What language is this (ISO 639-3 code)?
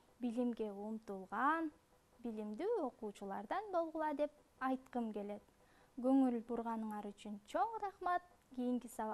kir